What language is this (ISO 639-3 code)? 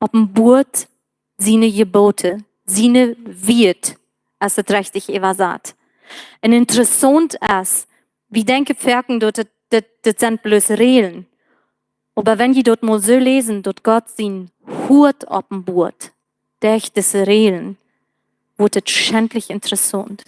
pdt